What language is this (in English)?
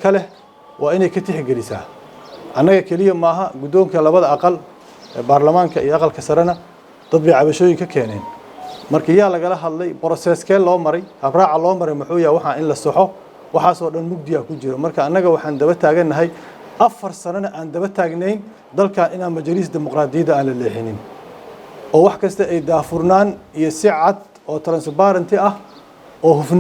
Somali